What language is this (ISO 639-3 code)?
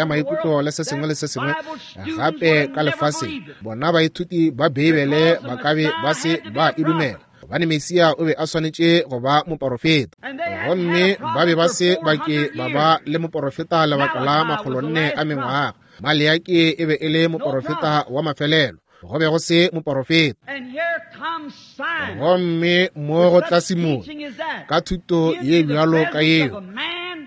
nso